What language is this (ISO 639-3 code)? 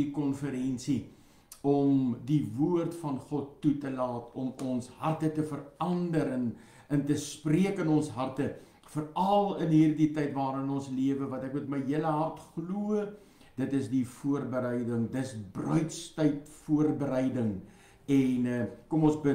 afr